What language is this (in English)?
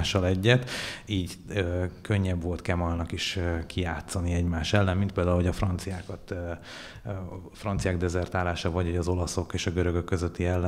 Hungarian